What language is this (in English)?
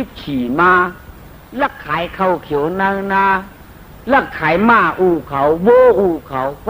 Shan